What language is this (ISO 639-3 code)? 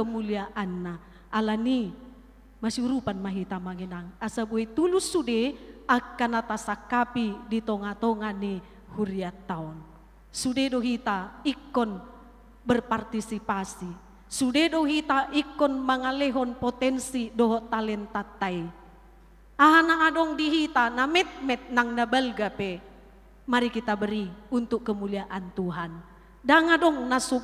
bbc